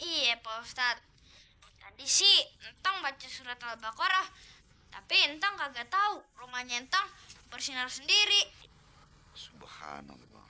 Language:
Betawi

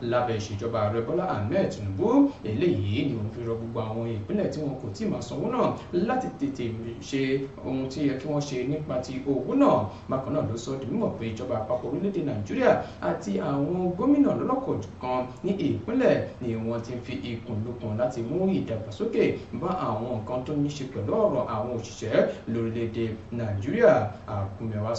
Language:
Yoruba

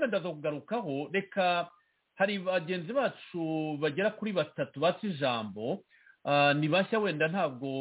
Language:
Kinyarwanda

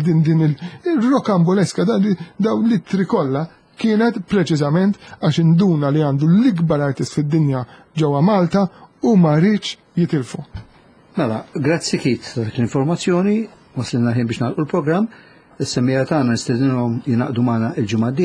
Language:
Maltese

